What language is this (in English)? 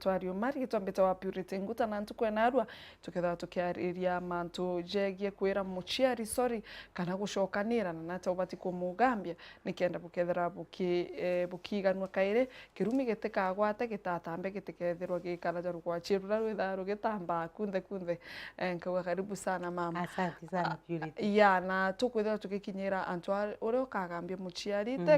Meru